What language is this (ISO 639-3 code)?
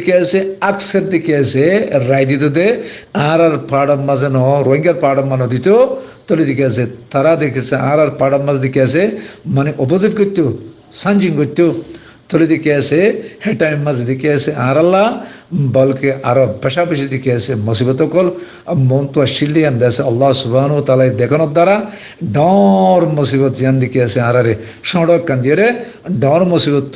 rhg